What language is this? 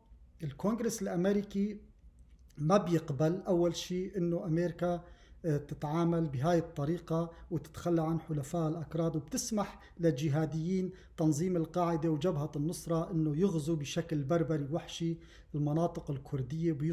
North Levantine Arabic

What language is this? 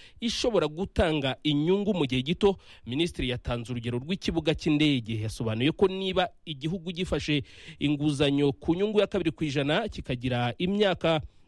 Kinyarwanda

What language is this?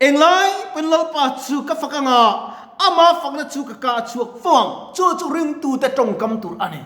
Mizo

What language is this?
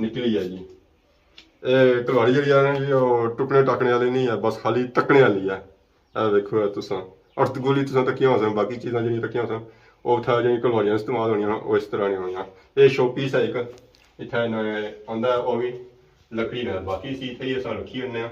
Pahari-Potwari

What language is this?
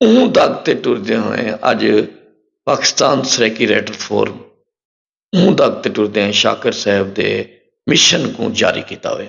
Saraiki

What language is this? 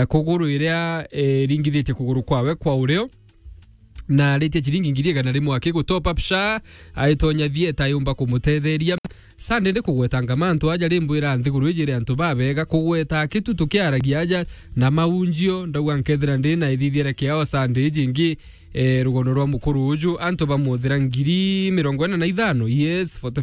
Meru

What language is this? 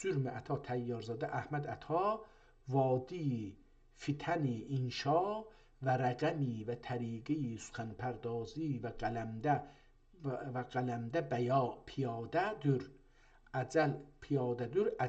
South Azerbaijani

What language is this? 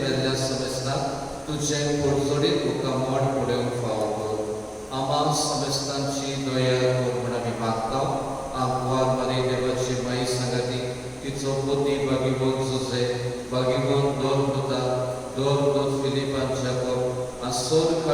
Konkani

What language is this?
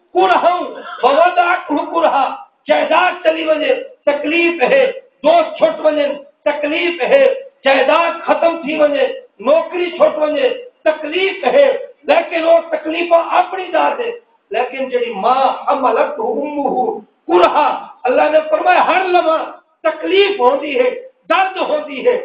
Saraiki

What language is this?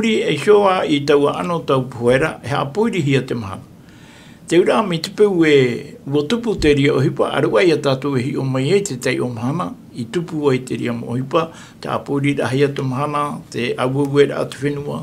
Tahitian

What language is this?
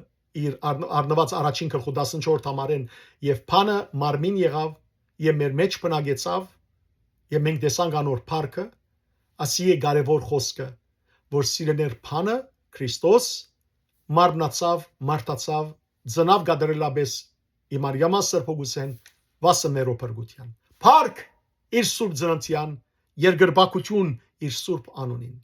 Western Armenian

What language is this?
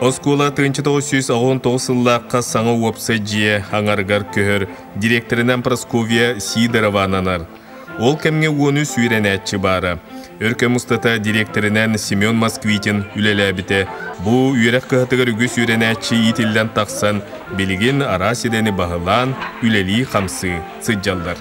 Yakut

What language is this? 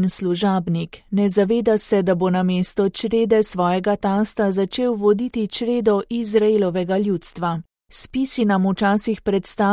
Slovenian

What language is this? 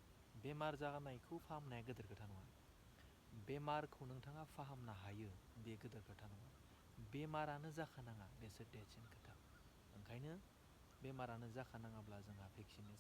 Bodo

